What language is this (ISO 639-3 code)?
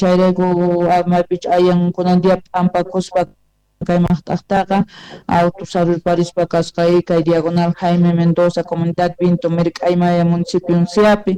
que